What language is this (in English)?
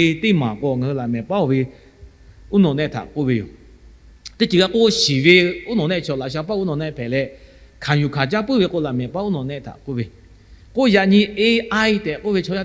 Lahu